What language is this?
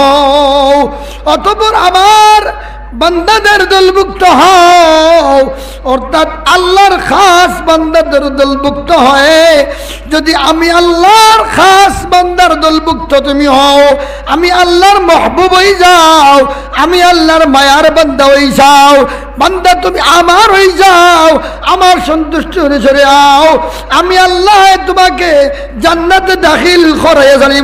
Sylheti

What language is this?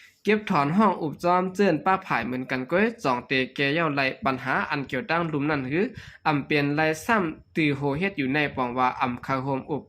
Shan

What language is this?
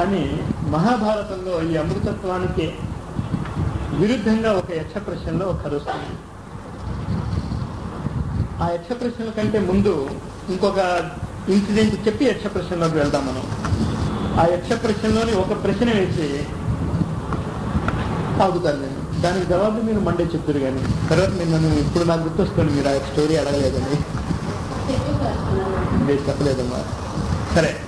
Telugu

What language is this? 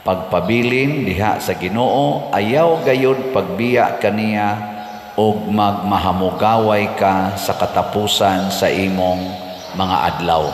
Cebuano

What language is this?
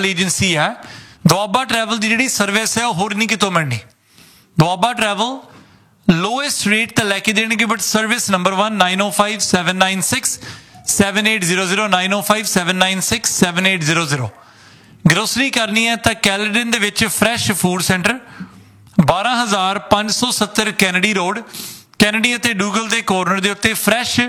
Punjabi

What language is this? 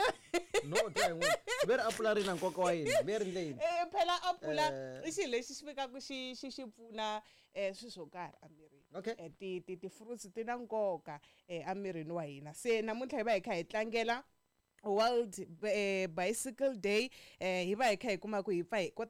Tsonga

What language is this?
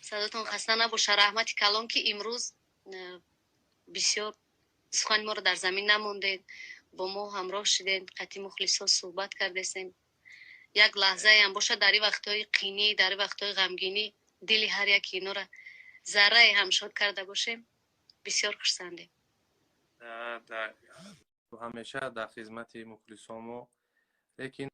Tajik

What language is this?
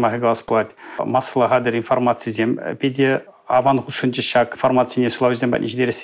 Chuvash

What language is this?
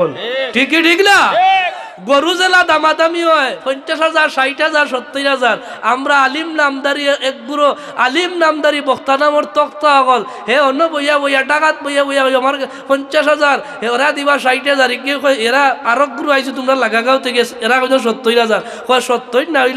Sylheti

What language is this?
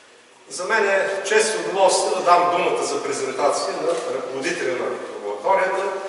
Bulgarian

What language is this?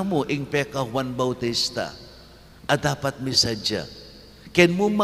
Pampanga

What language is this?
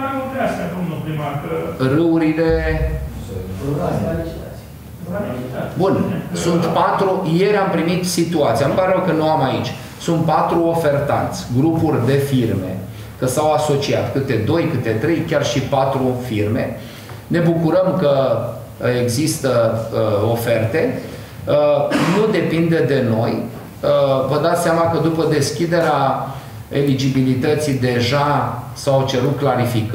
Romanian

